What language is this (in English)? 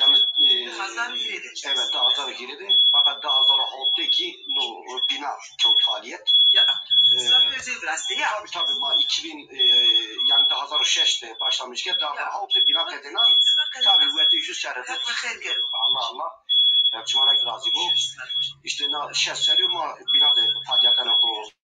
Zaza